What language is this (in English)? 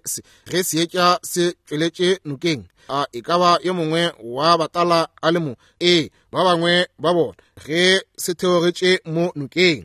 Northern Sotho